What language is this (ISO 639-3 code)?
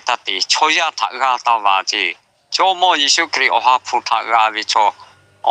lhu